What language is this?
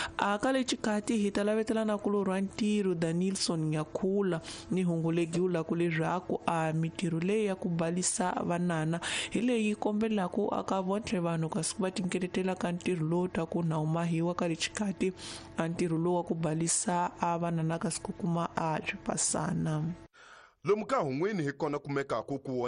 Tsonga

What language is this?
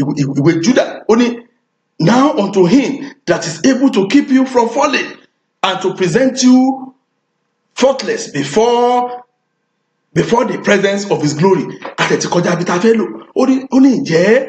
Yoruba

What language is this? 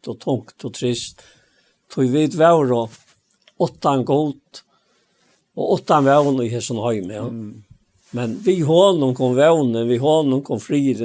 Faroese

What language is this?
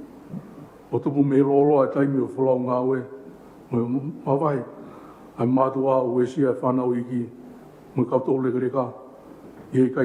Tongan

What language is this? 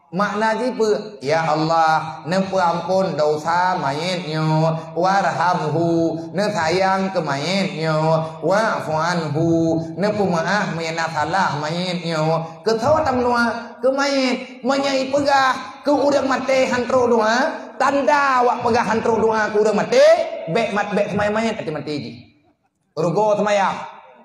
Achinese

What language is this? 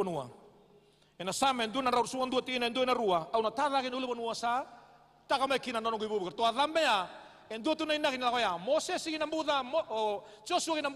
Fijian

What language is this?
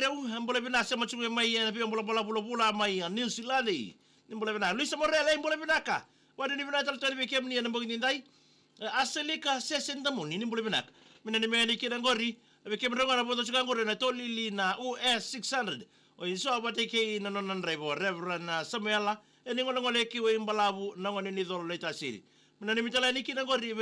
Fijian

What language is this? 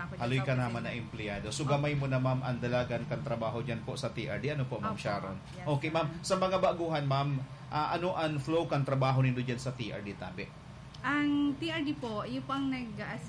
Bikol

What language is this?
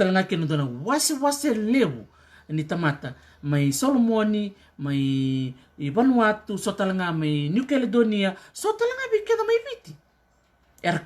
Fijian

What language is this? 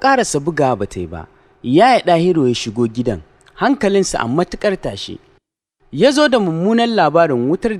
Hausa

